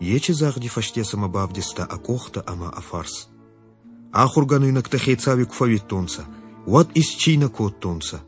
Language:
Ossetic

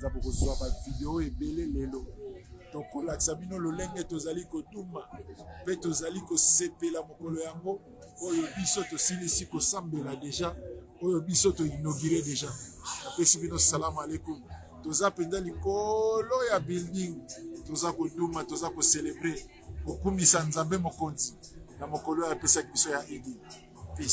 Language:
Lingala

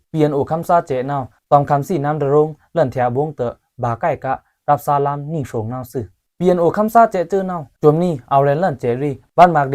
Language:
Pa'o Karen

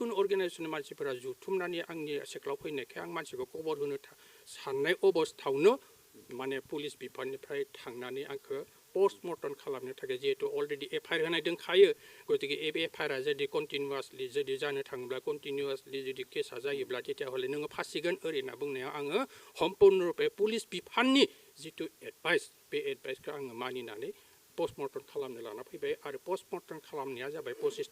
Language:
Bodo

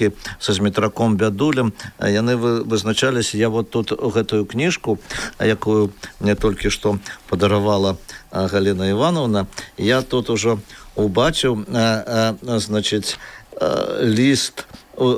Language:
Belarusian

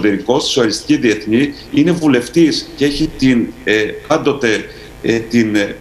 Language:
Greek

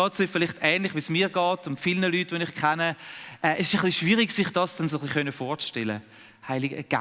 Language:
Swiss German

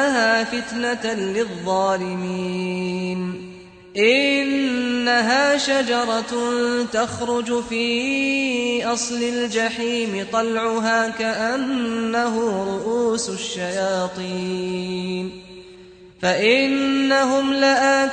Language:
Arabic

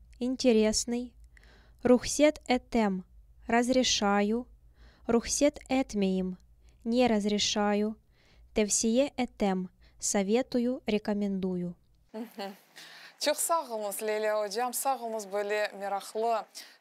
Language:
Crimean Tatar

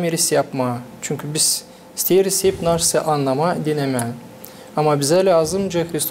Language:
Gagauz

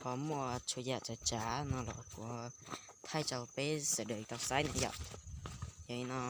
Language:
Hmong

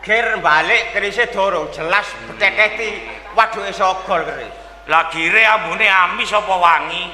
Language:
Javanese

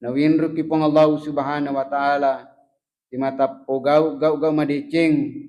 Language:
Buginese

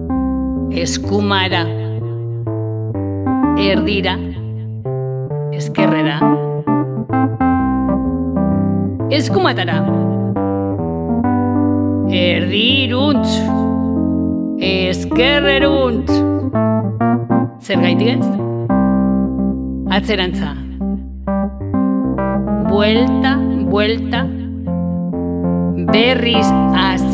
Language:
Basque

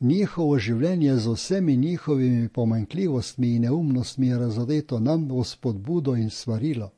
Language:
Slovenian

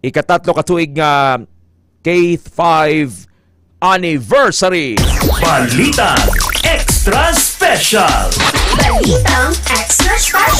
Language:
Hiligaynon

